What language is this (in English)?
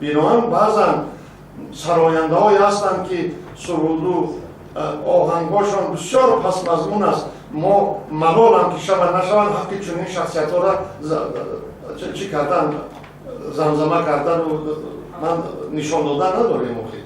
Tajik